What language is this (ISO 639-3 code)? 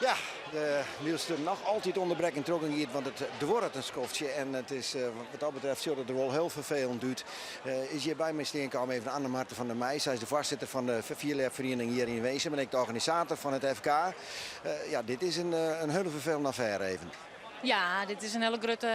fry